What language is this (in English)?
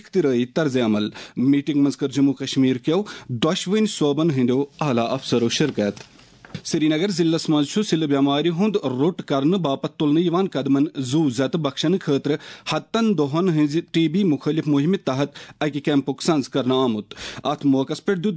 Kashmiri